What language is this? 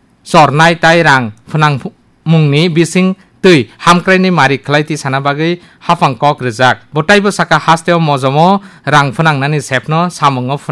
Kok Borok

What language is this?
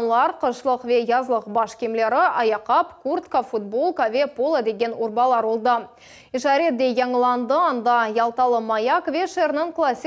Crimean Tatar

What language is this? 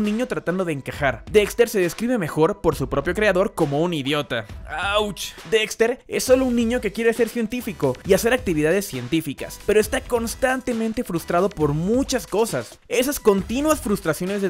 Spanish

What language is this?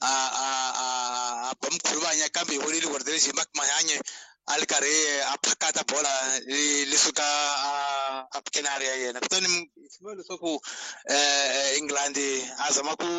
Tsonga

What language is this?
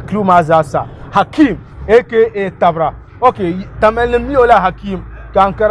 Dagbani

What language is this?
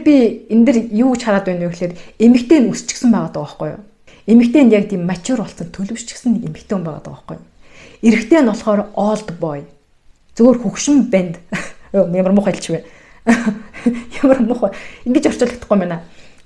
Mongolian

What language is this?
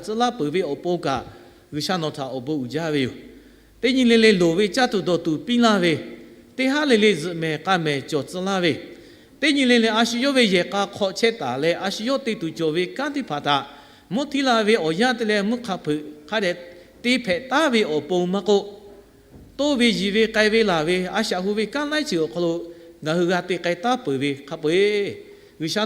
Lahu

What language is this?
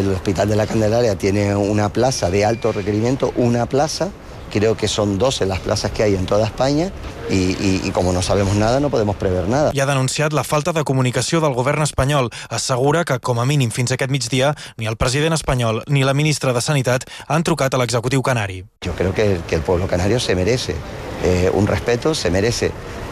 Catalan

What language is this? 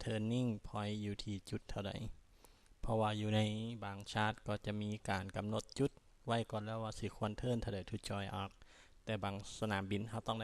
Lao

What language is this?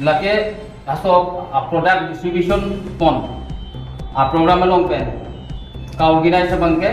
Karbi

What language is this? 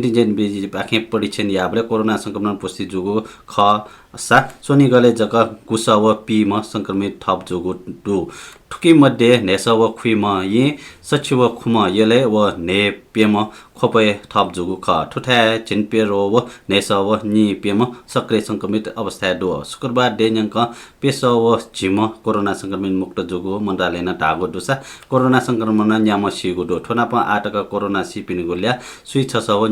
Newari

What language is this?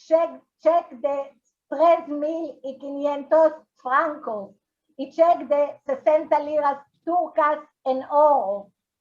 Ladino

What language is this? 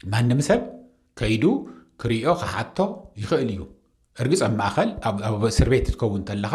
Tigrinya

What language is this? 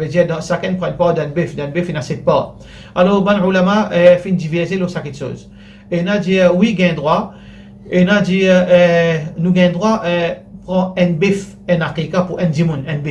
Morisyen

